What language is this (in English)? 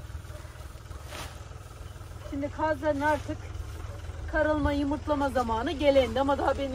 Turkish